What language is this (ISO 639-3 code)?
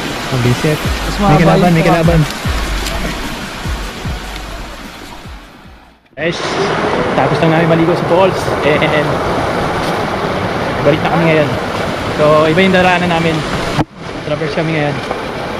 fil